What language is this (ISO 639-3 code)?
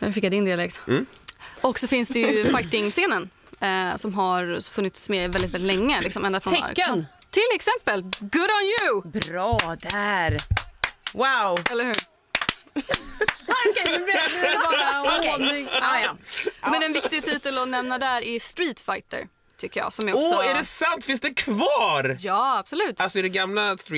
swe